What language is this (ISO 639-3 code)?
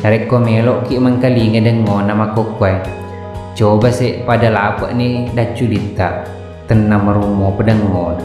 bug